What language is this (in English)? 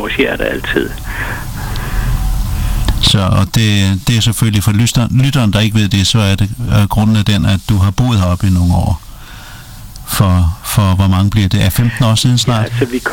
Danish